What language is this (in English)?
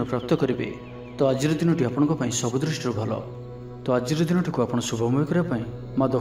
Odia